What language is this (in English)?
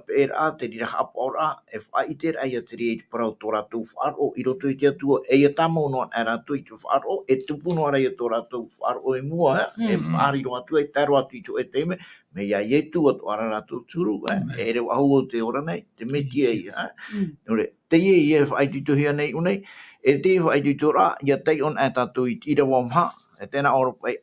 Tahitian